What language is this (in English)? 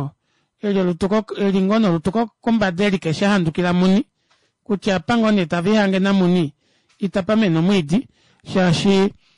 Kuanyama